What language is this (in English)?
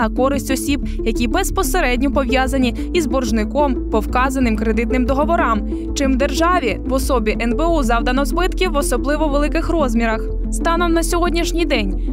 Ukrainian